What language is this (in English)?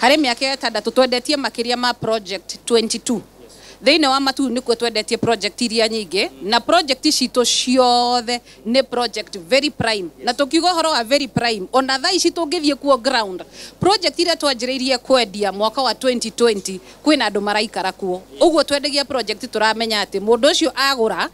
Kikuyu